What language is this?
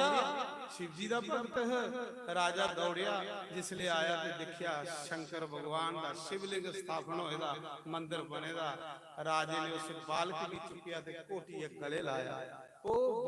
Dogri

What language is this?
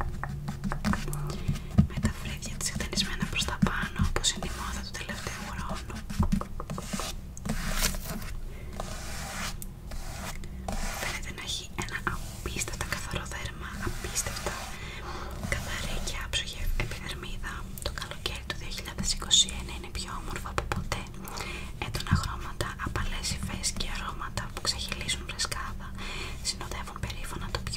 Greek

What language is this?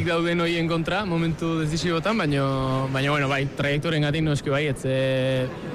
Basque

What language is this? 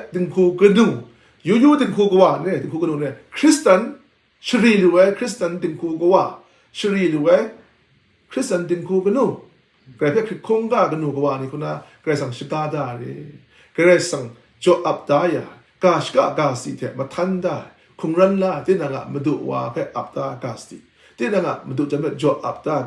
Kachin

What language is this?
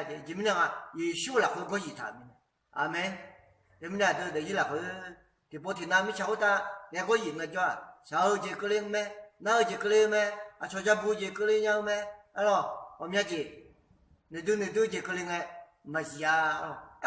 Akha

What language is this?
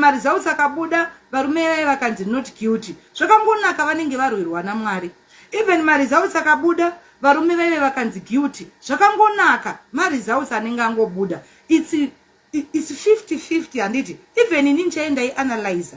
Shona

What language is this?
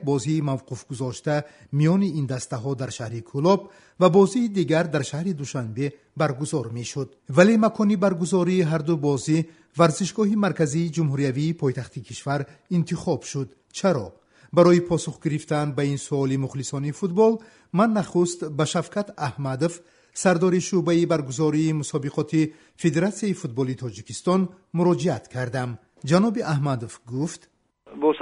Tajik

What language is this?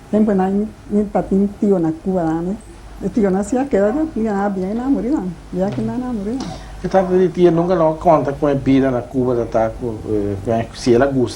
Papiamento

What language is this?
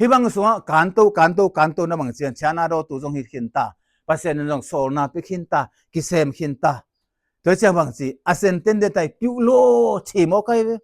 Tedim Chin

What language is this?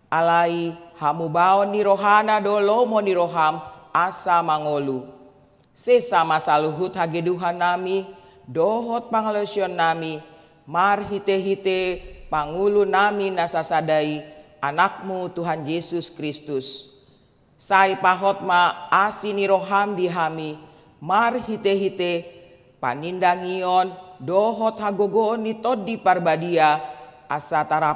Batak Toba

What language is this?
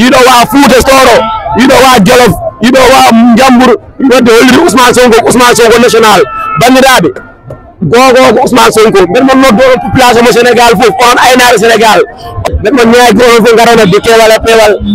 Fula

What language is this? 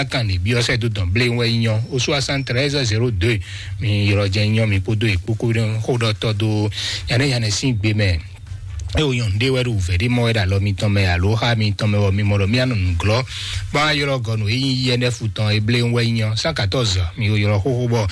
Fon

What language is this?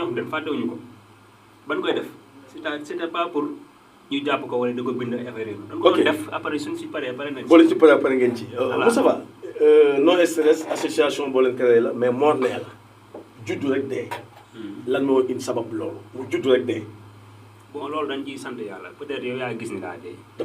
Wolof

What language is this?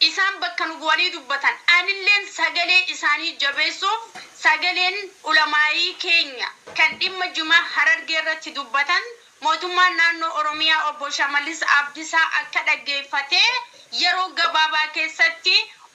Oromo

